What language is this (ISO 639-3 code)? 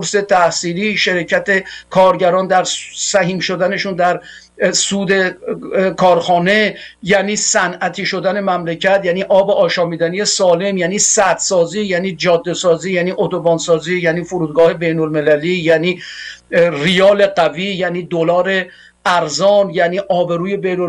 fas